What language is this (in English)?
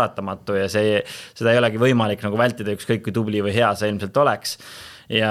Estonian